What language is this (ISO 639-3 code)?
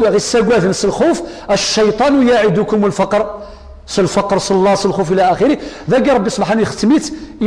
kab